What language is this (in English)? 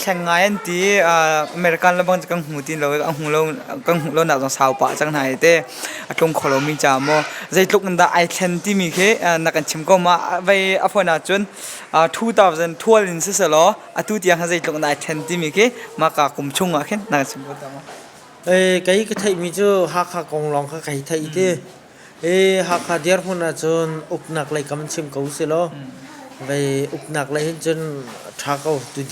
Hakha Chin